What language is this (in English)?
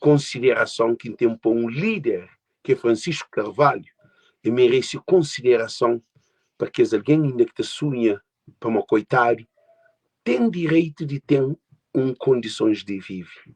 Kabuverdianu